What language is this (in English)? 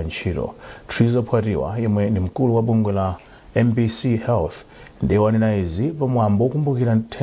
Nyanja